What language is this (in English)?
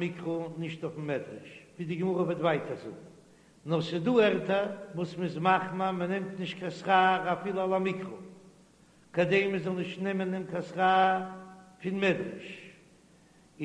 Yiddish